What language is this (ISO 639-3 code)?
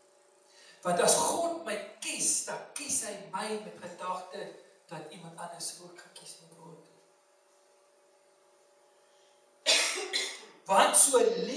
afr